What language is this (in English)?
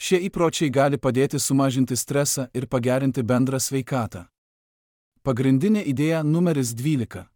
Lithuanian